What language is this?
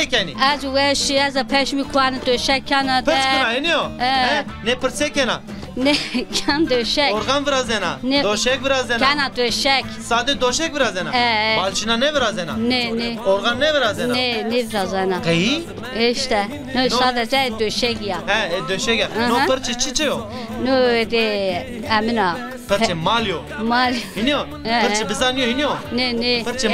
Zaza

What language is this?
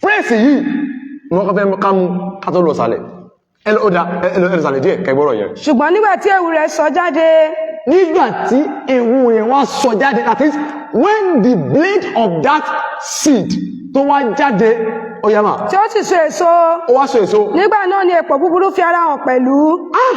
Yoruba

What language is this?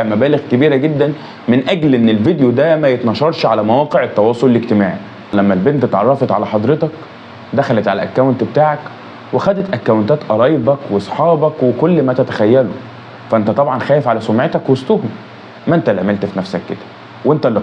Egyptian Arabic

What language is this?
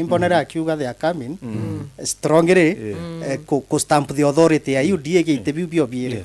Meru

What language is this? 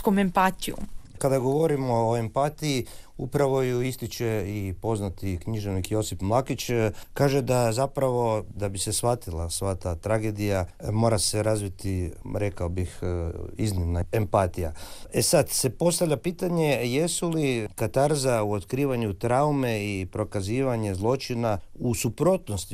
Croatian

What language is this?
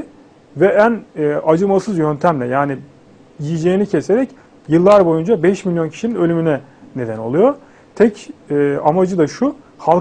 Turkish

